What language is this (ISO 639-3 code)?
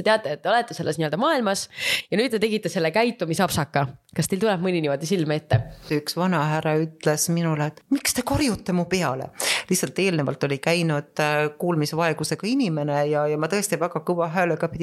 est